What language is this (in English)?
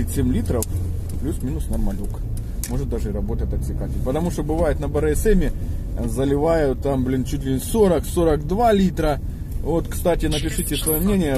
Russian